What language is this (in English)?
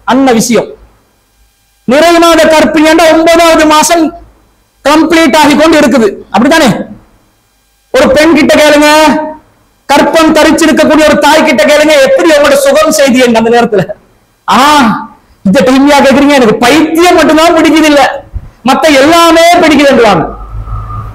Tamil